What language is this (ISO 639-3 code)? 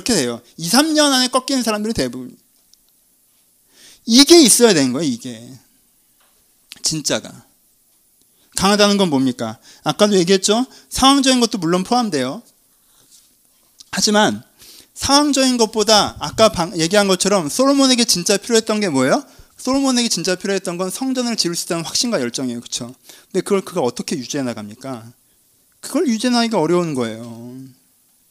kor